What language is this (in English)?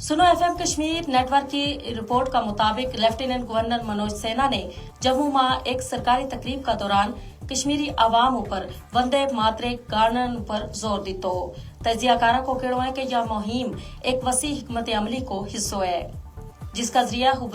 Gujari